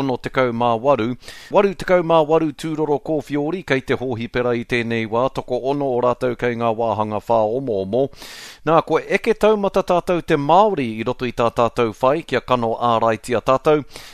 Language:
Māori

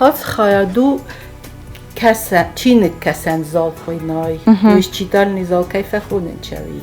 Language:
Ossetic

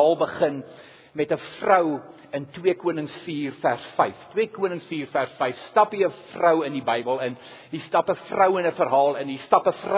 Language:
Afrikaans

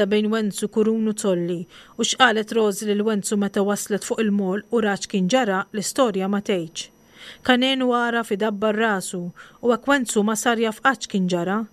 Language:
Maltese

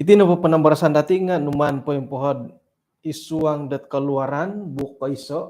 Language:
Central Dusun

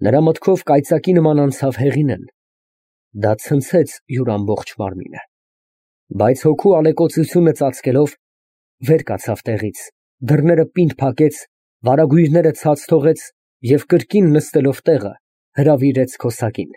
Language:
Armenian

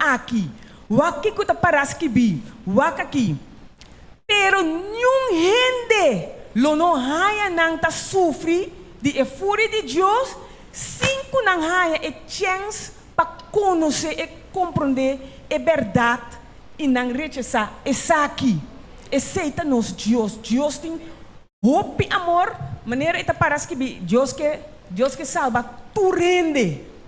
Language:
Papiamento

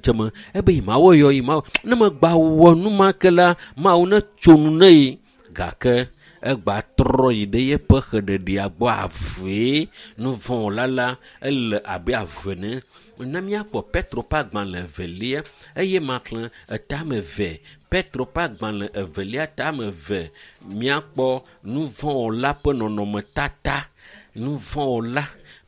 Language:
Ewe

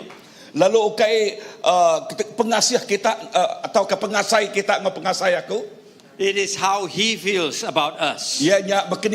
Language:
Iban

